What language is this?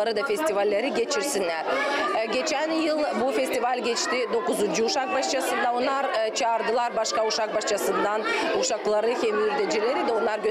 Gagauz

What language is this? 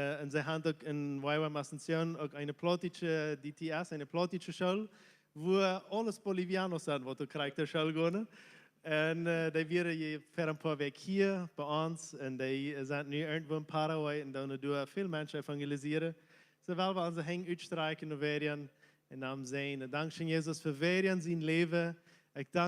Plautdietsch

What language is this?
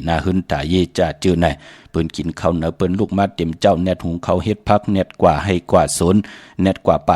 Shan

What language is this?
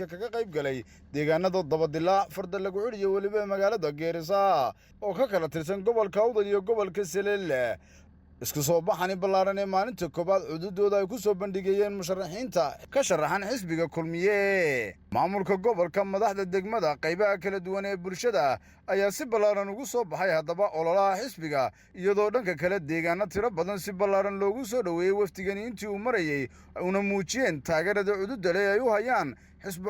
Somali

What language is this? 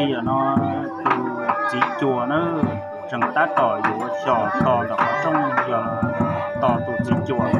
Hmong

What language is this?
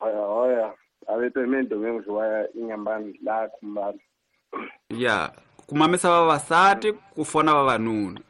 Tsonga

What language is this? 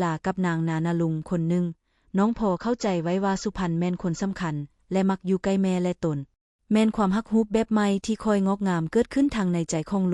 Lao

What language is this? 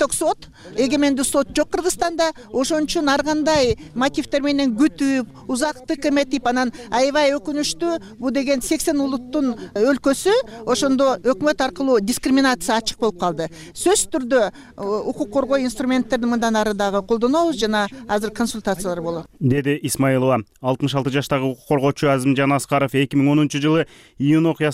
Kyrgyz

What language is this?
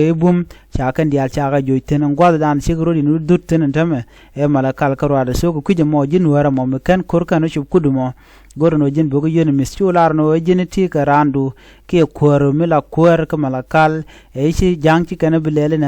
Nuer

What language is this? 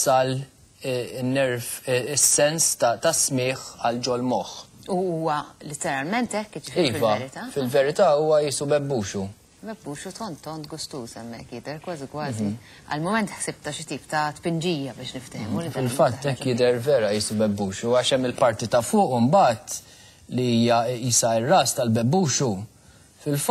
Maltese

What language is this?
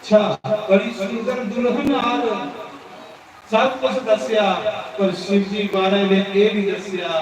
Dogri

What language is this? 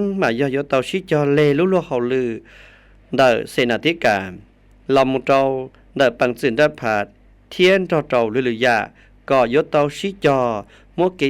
Hmong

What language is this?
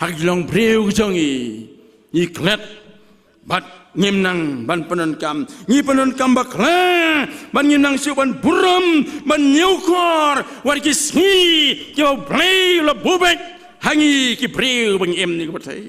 Khasi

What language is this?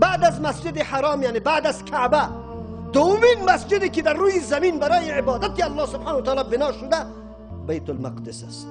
Persian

